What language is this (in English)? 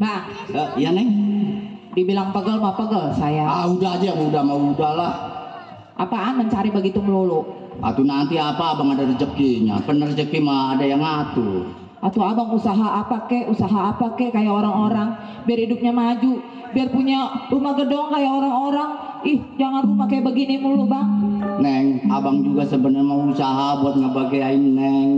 Betawi